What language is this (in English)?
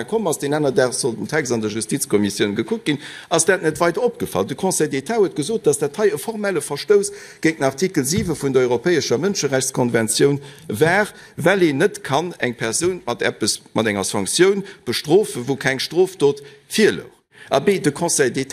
Luxembourgish